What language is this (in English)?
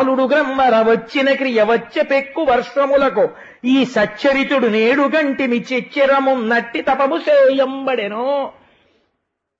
Telugu